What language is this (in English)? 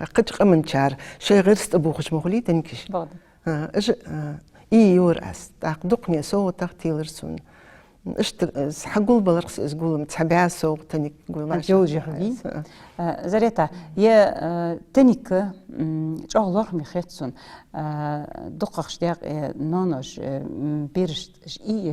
Ingush